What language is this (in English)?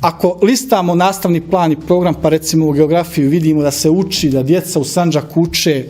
Bosnian